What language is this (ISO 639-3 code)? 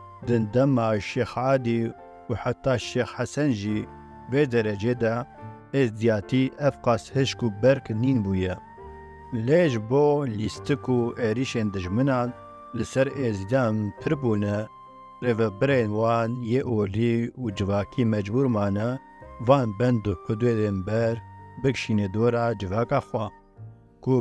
kur